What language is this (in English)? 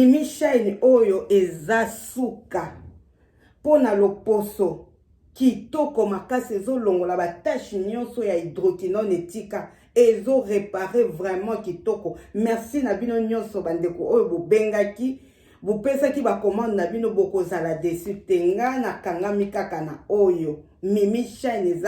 Lingala